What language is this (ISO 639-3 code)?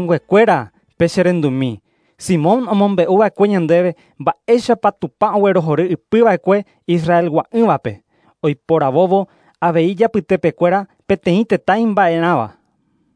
grn